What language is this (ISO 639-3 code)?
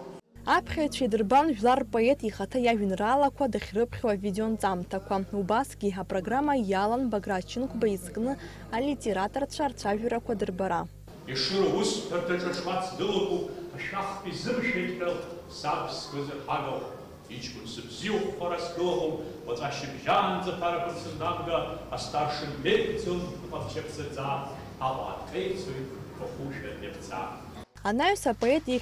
abk